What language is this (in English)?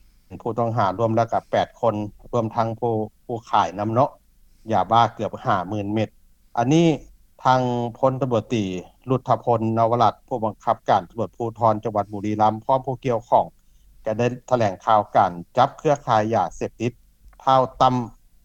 Lao